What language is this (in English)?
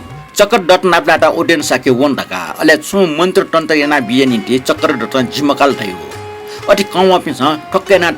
Newari